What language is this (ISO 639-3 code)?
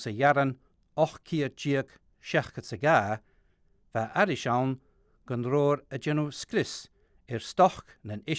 gla